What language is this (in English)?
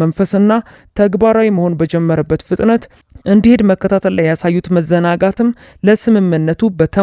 Amharic